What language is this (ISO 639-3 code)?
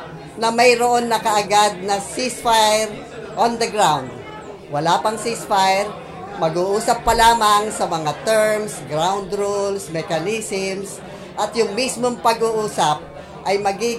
fil